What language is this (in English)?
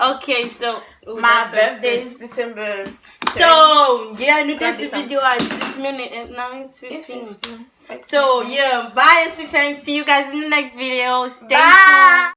Haitian Creole